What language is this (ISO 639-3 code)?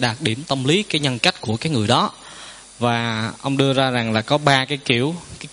vie